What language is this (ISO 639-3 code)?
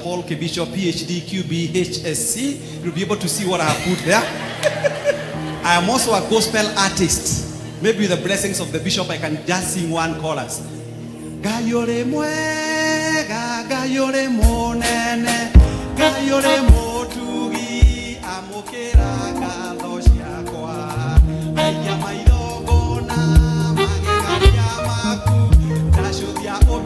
kik